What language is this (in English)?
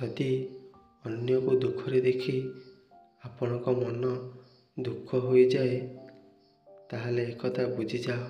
Odia